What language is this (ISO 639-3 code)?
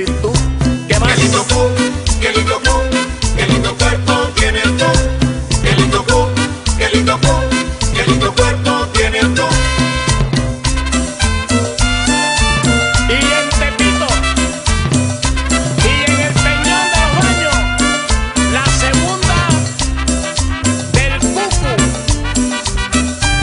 spa